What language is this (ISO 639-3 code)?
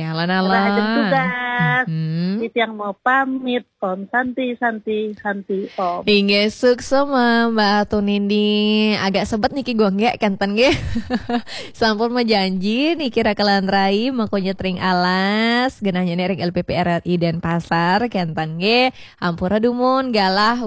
ban